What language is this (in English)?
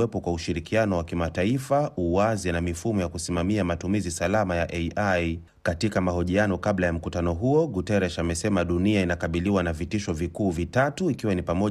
Swahili